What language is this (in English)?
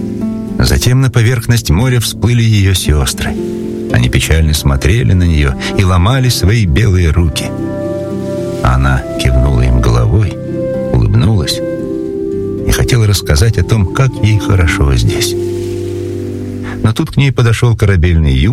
Russian